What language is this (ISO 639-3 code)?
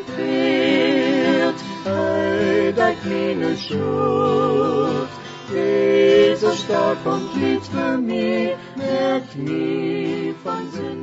pdt